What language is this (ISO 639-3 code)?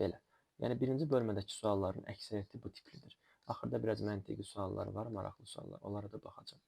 aze